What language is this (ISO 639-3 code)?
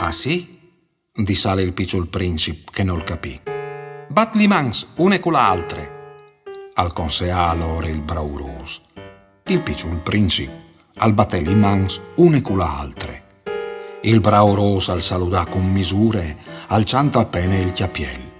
fur